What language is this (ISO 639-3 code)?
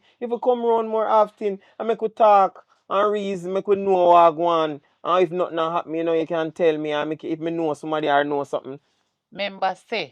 jam